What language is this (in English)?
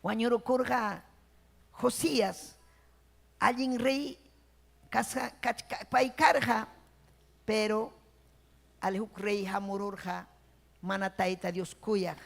Ayacucho Quechua